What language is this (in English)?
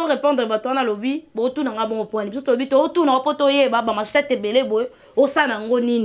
Lingala